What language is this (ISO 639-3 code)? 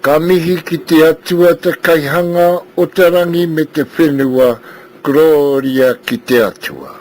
mri